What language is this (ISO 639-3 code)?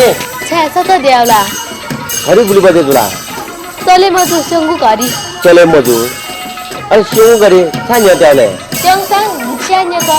new